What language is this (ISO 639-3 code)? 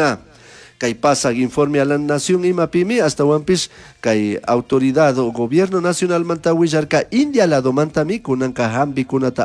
qug